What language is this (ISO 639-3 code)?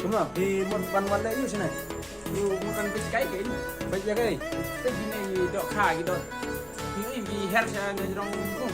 kha